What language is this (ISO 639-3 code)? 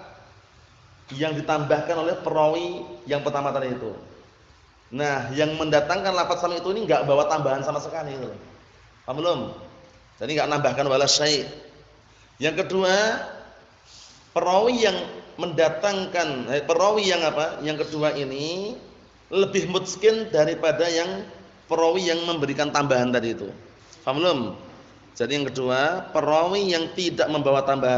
ind